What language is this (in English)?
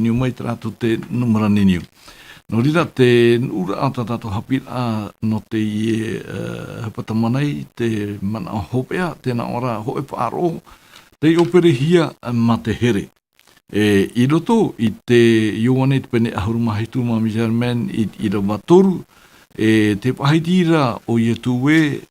Tahitian